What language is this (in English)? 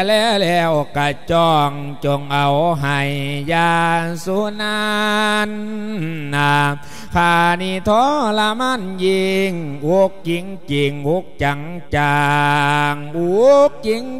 Lao